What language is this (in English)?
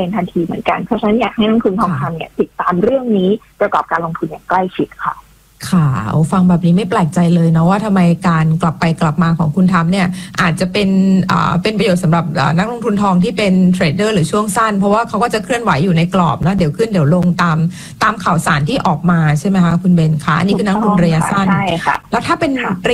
Thai